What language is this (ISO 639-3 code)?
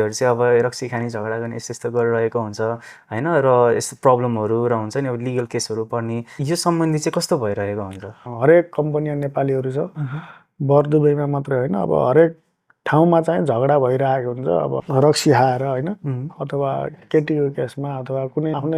nep